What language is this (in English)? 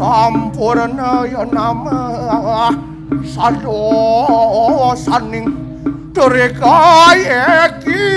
Balinese